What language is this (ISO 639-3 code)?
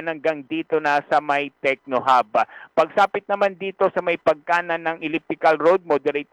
fil